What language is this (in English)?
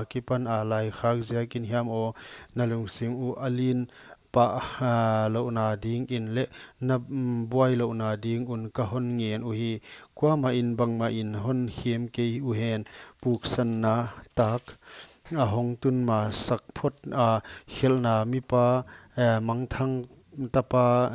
Paite Chin